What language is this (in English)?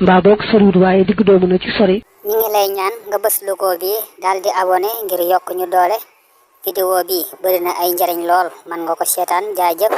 Wolof